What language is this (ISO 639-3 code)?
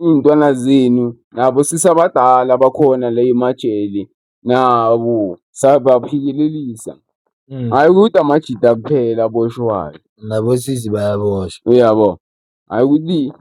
zul